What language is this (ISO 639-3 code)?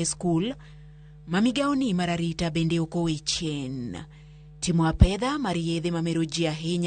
luo